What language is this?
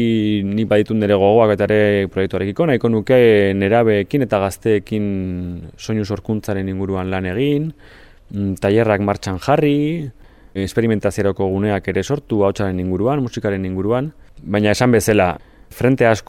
Basque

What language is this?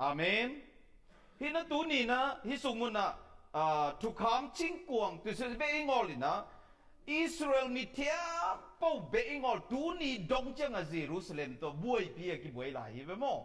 Tedim Chin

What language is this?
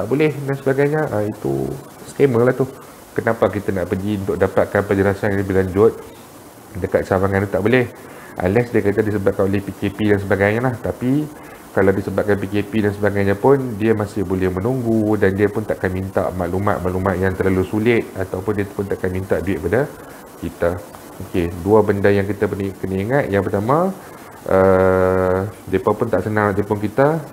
Malay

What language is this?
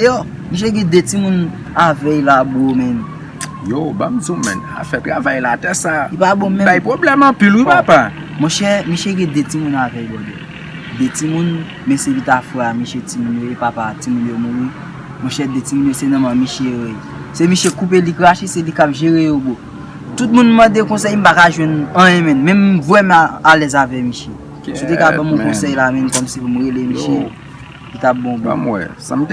Haitian Creole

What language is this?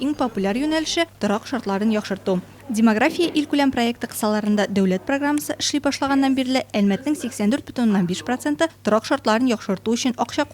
Tatar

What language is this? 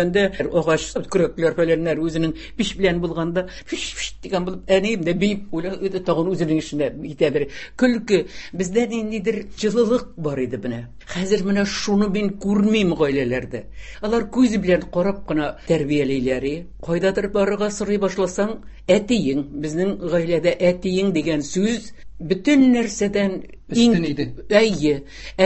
Tatar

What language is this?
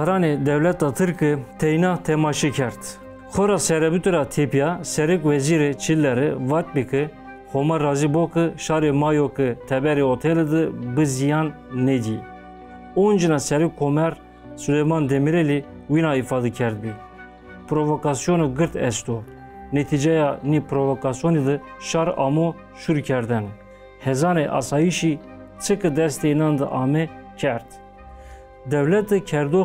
Zaza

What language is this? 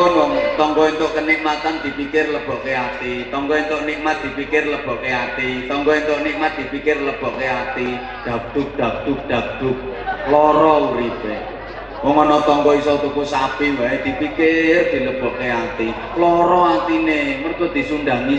Javanese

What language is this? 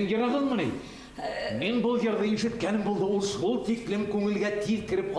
Bashkir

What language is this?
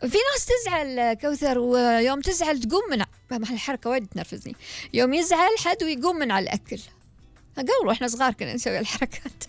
Gulf Arabic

